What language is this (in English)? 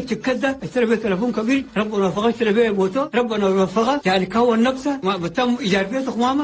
Chadian Arabic